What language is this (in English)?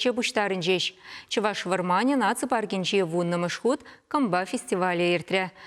Chuvash